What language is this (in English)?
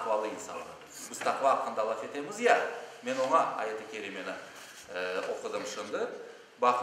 Crimean Tatar